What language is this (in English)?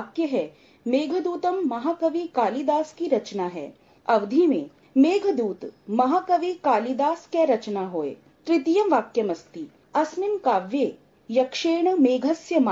Sanskrit